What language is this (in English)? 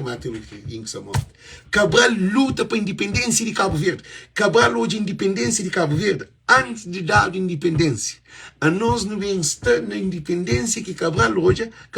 Kabuverdianu